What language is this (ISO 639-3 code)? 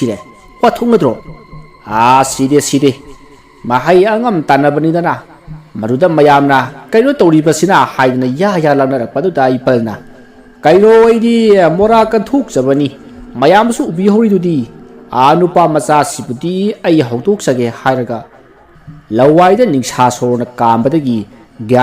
mni